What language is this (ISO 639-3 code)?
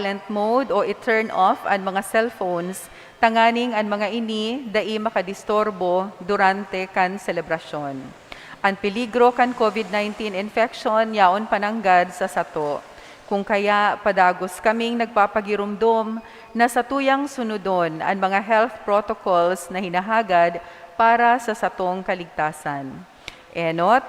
bik